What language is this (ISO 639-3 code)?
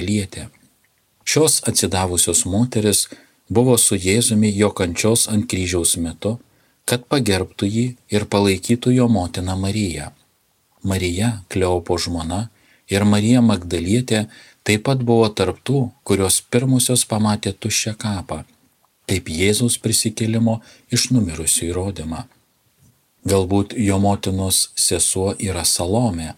lit